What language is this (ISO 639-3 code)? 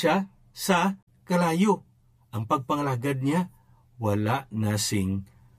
hil